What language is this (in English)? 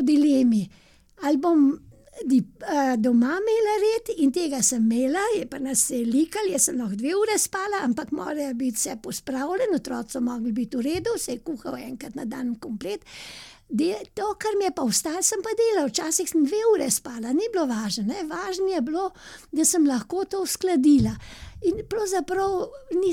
Slovenian